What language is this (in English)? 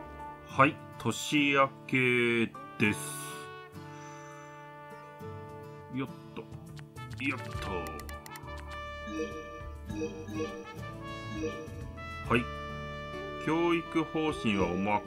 Japanese